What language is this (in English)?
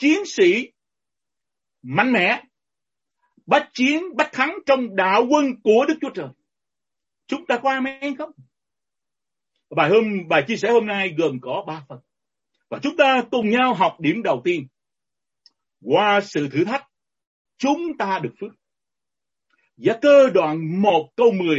Vietnamese